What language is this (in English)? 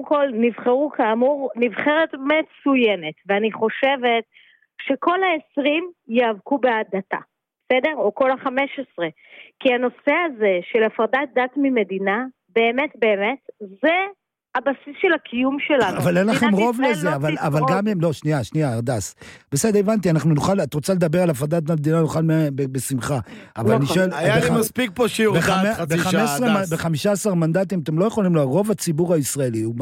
Hebrew